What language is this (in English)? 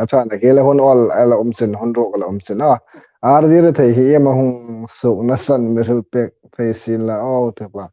Hmar